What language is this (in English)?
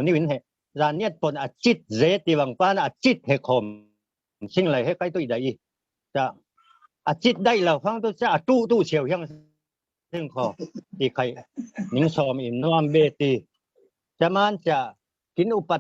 Falam Chin